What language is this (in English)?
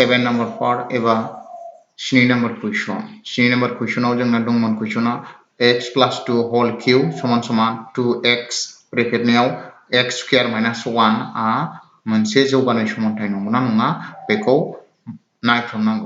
Bodo